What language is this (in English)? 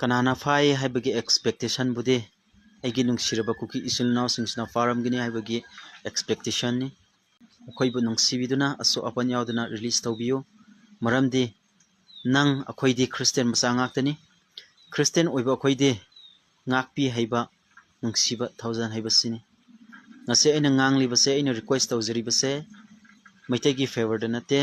Manipuri